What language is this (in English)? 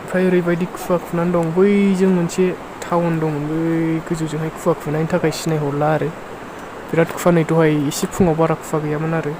Bodo